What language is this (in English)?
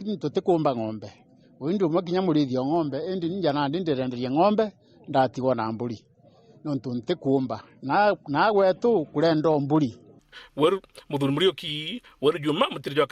Meru